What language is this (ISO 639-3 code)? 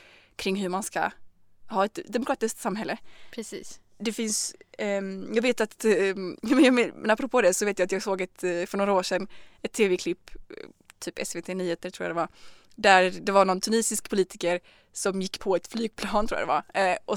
swe